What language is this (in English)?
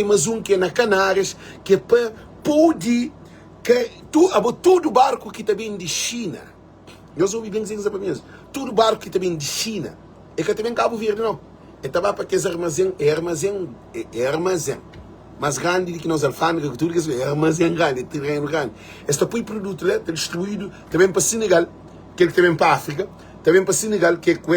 Kabuverdianu